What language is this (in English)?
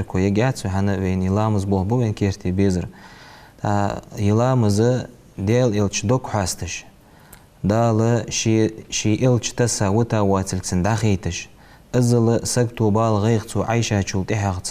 Ingush